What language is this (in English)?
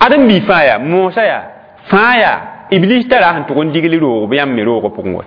Mossi